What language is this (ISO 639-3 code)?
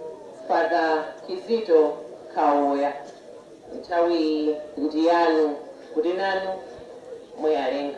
nya